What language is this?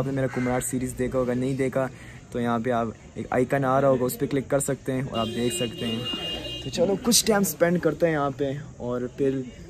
Hindi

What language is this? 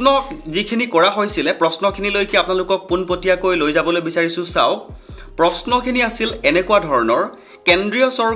Assamese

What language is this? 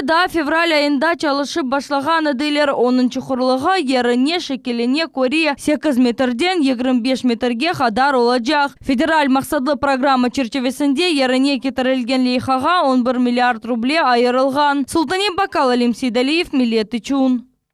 Crimean Tatar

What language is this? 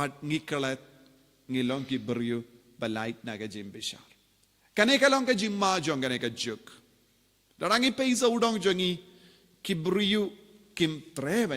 Khasi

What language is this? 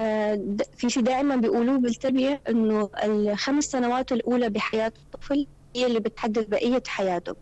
North Levantine Arabic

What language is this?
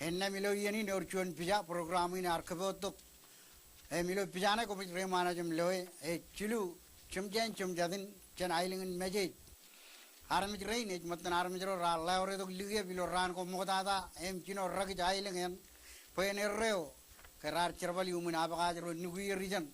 Marshallese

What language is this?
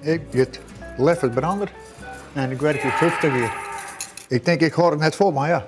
Western Frisian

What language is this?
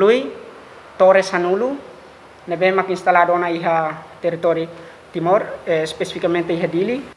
Tetum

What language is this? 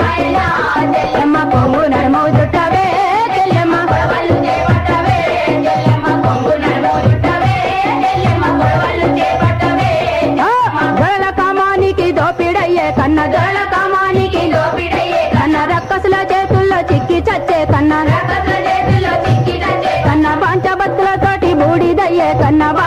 Telugu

